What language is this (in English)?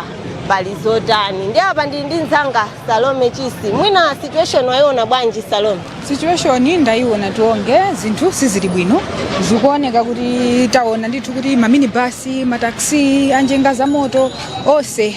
Nyanja